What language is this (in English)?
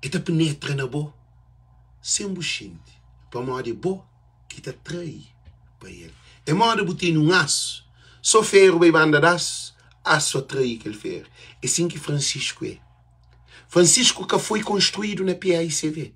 Kabuverdianu